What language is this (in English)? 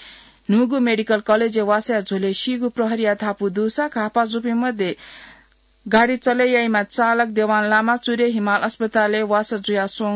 Newari